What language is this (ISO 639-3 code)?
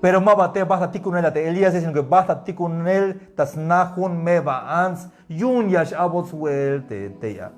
tzh